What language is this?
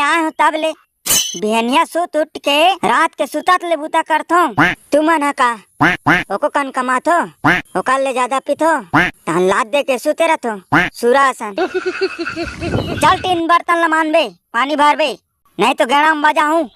Chhattisgarhi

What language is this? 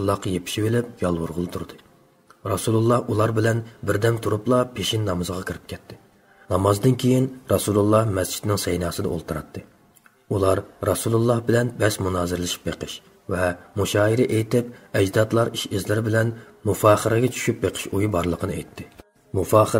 Uyghur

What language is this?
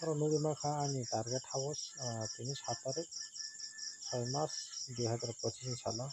Kok Borok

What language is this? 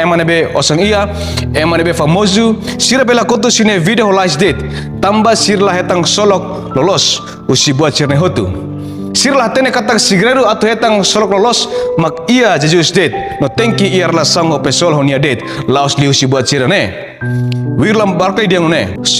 Tetum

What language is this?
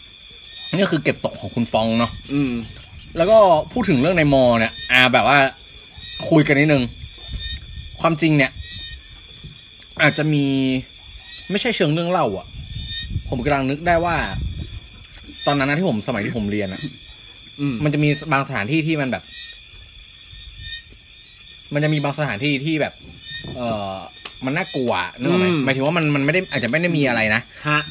Thai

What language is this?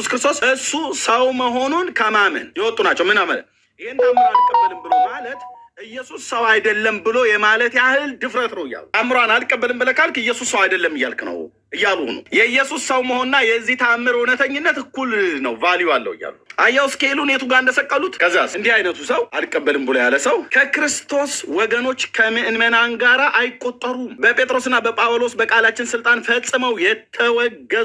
Amharic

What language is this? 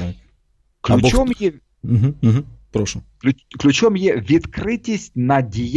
Ukrainian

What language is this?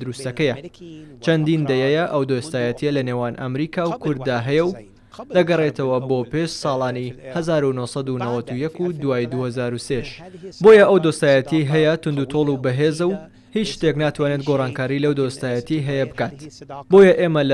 Central Kurdish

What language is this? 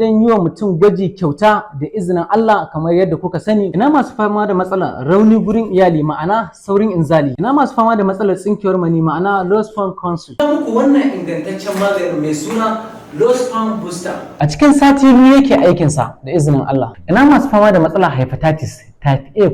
Hausa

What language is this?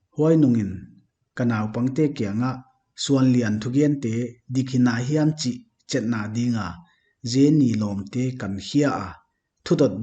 Paite Chin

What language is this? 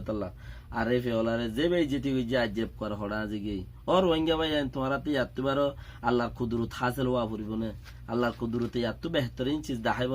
Rohingya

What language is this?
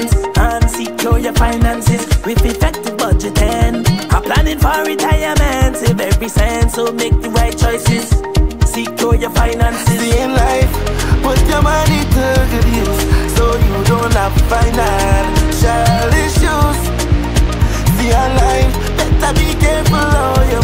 English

